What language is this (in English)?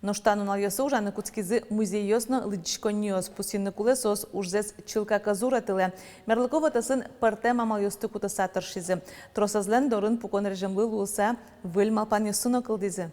Udmurt